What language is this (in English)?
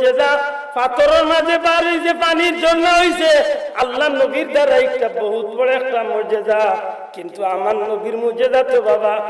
Sylheti